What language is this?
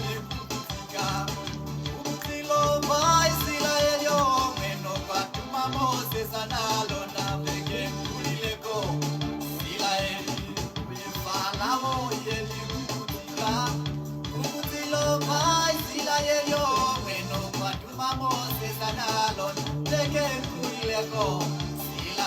Kuanyama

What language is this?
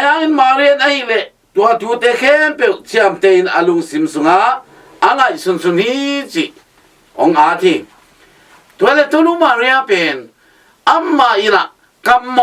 Tedim Chin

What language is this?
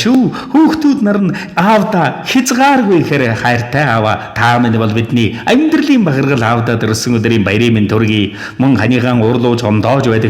Mongolian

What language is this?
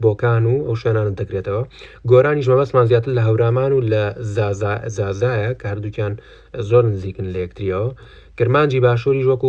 Central Kurdish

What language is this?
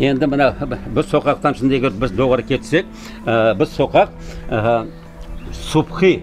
Crimean Tatar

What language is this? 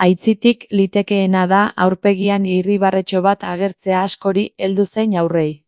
Basque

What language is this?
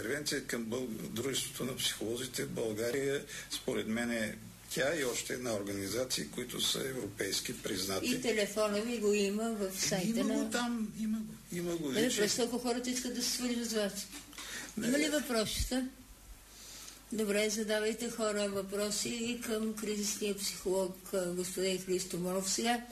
Bulgarian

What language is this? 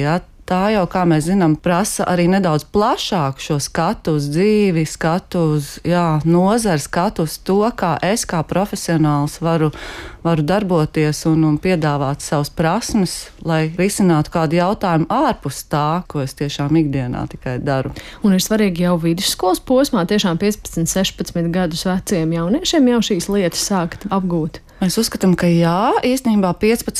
Latvian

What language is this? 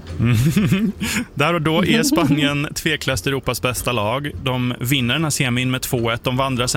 Swedish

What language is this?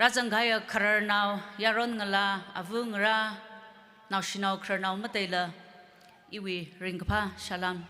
Tangkhul Naga (India)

